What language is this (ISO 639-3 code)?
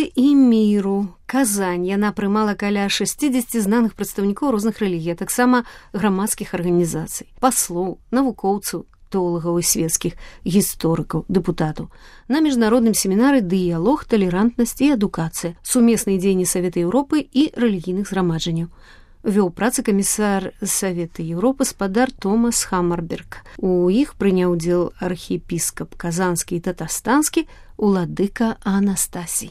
bel